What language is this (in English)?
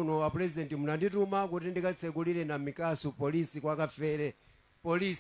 Nyanja